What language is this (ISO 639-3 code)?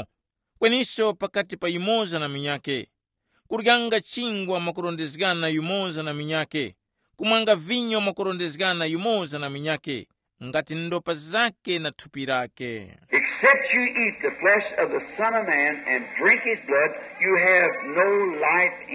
tum